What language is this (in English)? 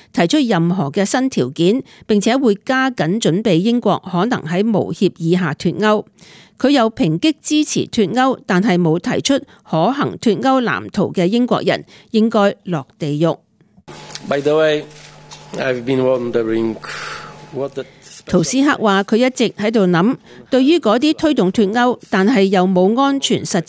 Cantonese